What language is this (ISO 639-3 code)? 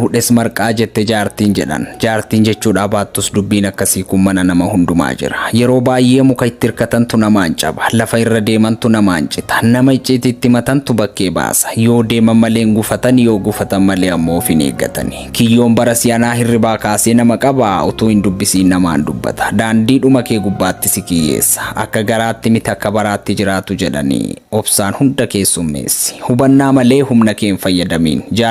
orm